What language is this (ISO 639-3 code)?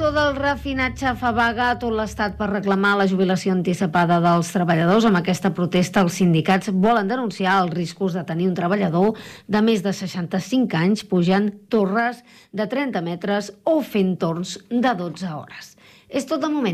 cat